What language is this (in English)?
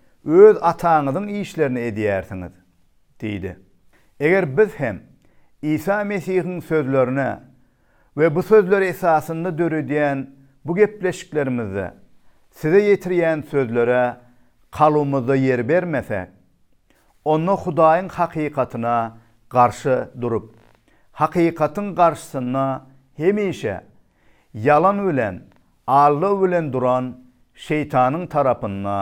Turkmen